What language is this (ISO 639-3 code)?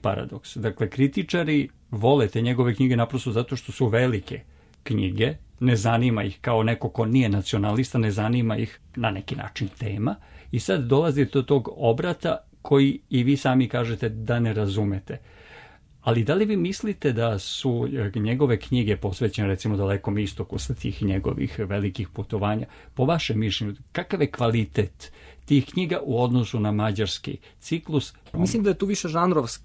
srp